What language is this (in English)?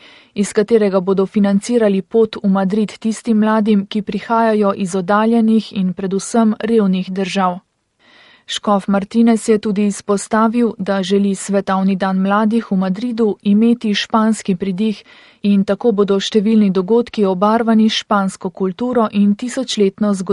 Slovenian